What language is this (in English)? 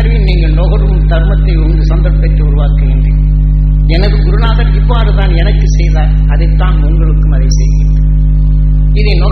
Tamil